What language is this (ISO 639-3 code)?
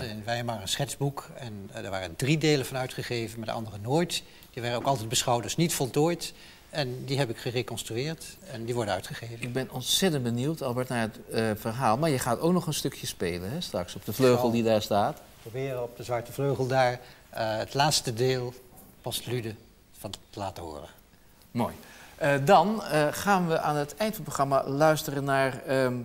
nld